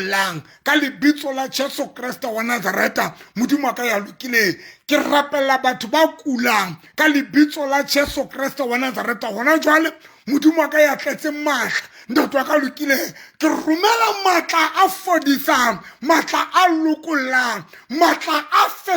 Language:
Southern Sotho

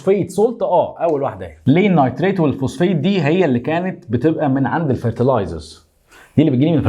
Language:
Egyptian Arabic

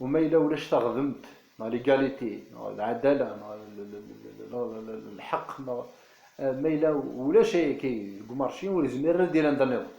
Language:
Kabyle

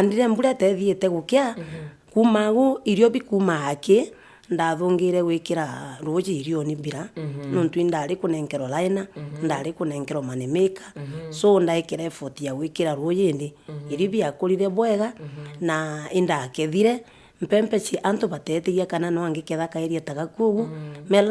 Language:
Meru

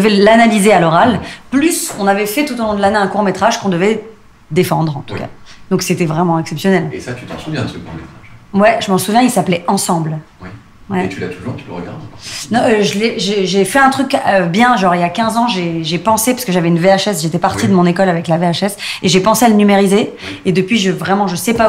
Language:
French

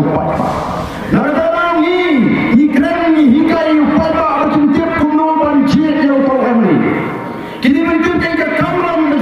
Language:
Khasi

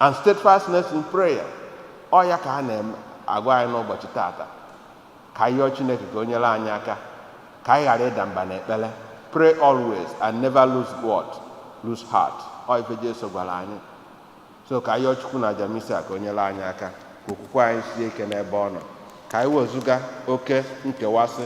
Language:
Igbo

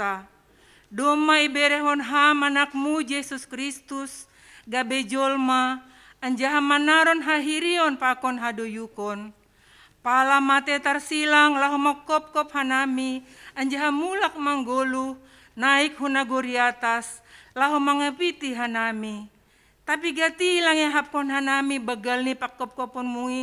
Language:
Batak Simalungun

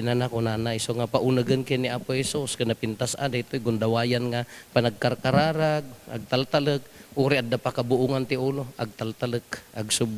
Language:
Iloko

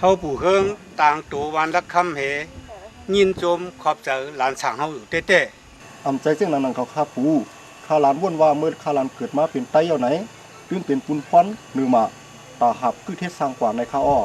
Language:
Shan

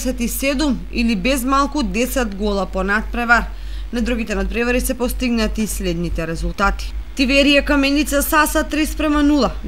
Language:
Macedonian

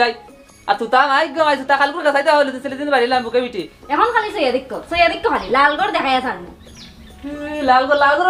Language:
Sylheti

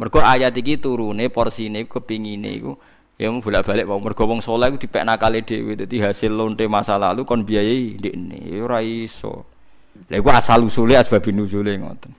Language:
Javanese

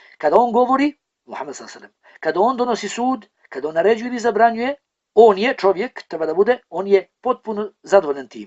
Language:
Bosnian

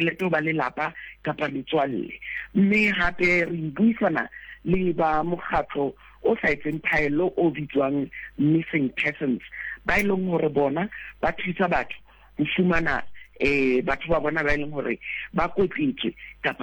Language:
Southern Sotho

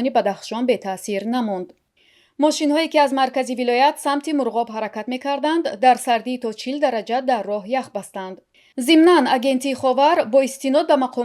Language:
Tajik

